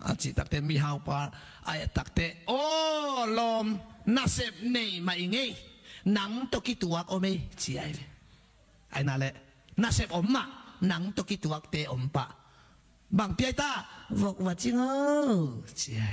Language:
Tedim Chin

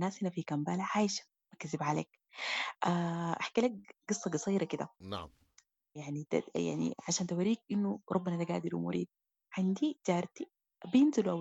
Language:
Sudanese Arabic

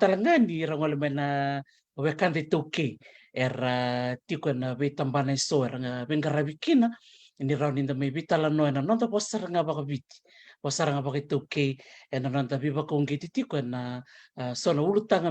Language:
Fijian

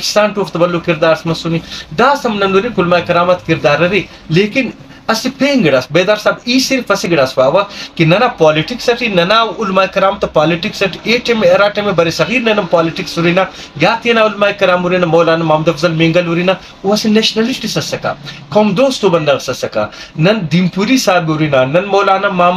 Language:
Brahui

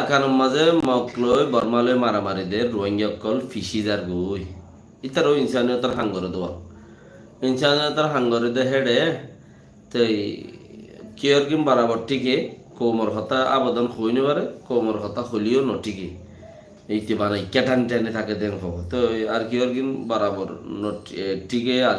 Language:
Rohingya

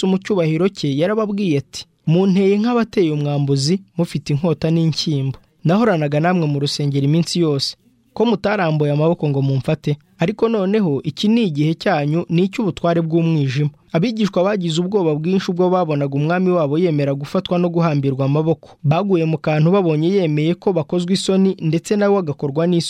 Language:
Kinyarwanda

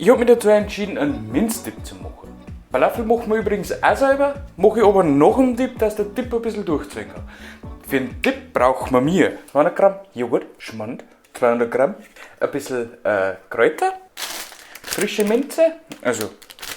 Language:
Bavarian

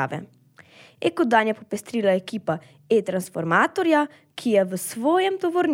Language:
Slovenian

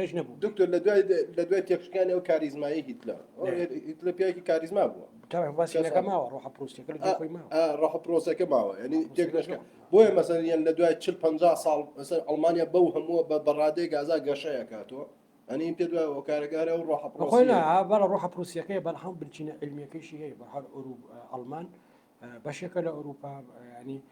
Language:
Central Kurdish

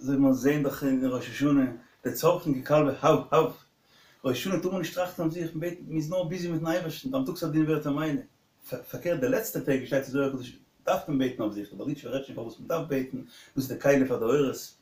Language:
Yiddish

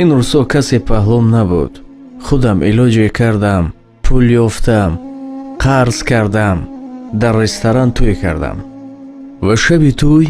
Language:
Tajik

